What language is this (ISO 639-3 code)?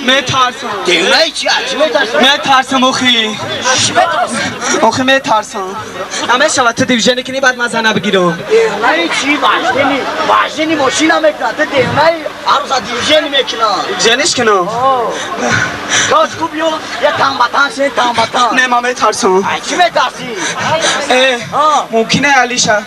tgk